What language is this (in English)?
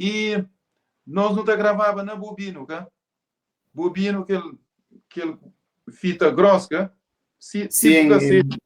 Kabuverdianu